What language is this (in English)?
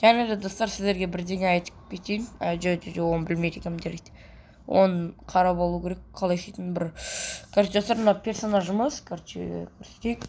Kazakh